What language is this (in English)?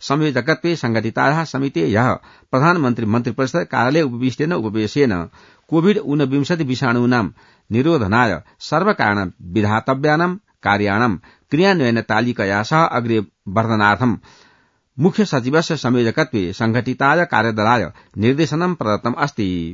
Sanskrit